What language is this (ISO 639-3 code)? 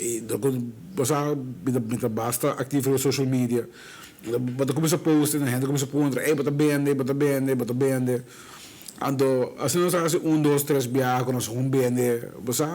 pap